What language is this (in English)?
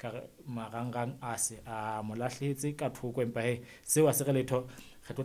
Southern Sotho